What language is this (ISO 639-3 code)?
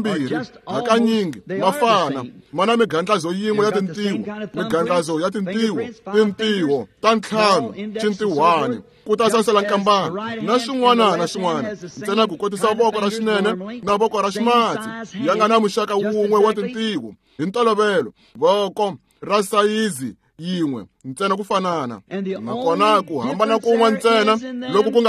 tso